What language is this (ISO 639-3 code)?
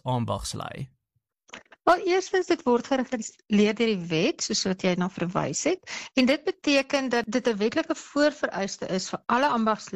afr